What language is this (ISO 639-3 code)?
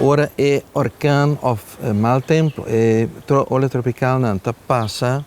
pap